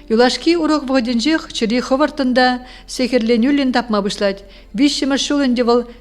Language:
Chuvash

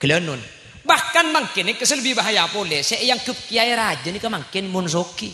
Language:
Madurese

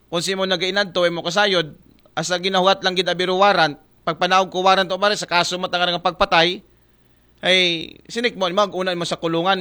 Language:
Aklanon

